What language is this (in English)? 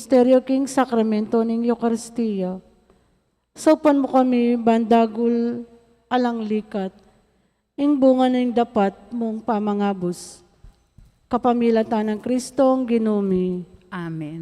Pampanga